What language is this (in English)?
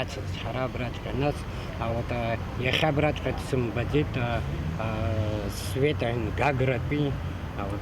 Abkhazian